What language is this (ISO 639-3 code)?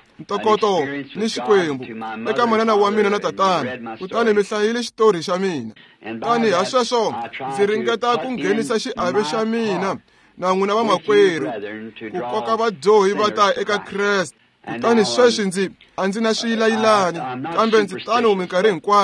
tso